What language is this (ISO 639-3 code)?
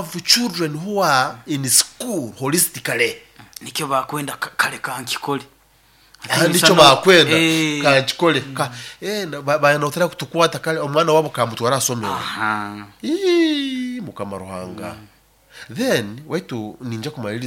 nyo